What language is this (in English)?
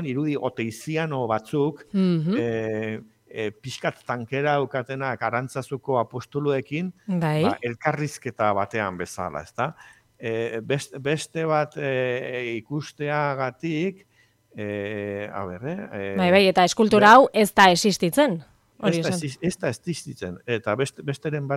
Basque